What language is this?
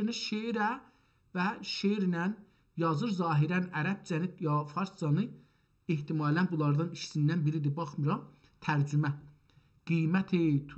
South Azerbaijani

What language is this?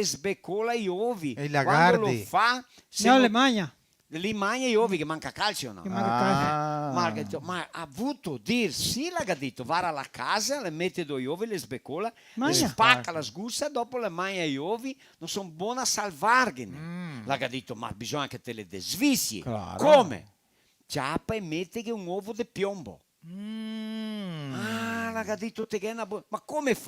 Venetian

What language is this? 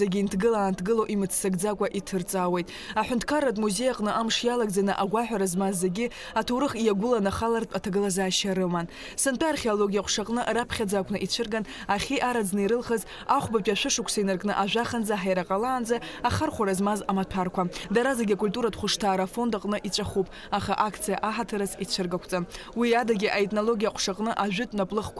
Abkhazian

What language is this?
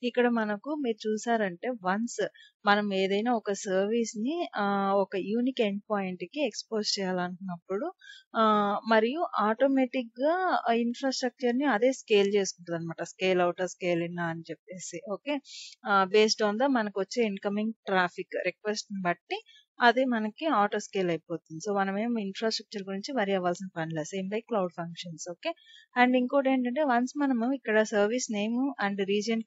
Telugu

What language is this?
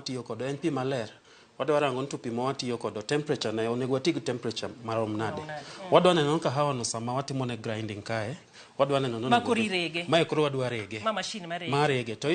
Luo (Kenya and Tanzania)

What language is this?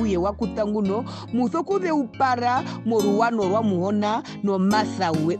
Herero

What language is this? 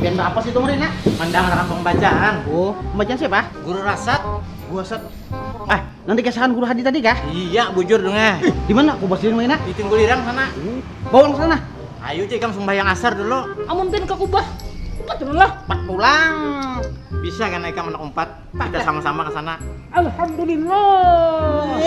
Banjar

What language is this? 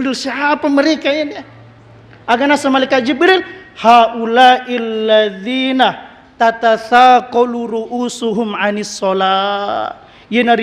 Buginese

